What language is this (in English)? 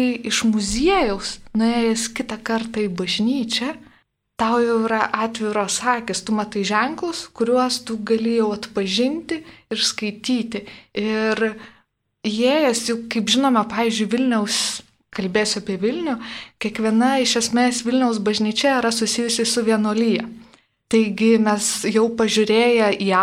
Lithuanian